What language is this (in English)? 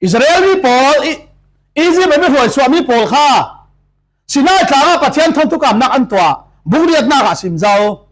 Falam Chin